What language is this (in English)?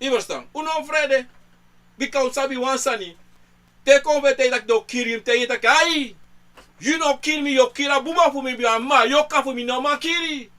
Sranan Tongo